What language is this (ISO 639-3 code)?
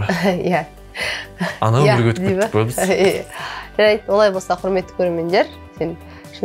kaz